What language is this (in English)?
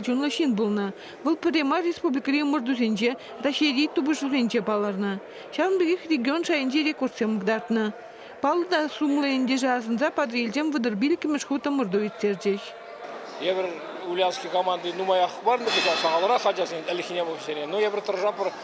Chuvash